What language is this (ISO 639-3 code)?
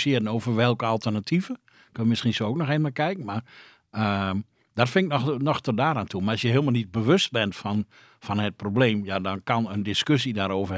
nld